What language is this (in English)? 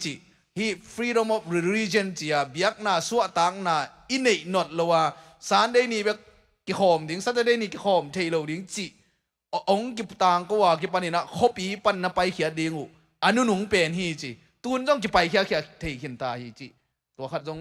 Tedim Chin